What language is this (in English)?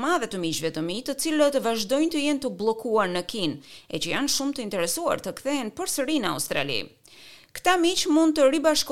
Albanian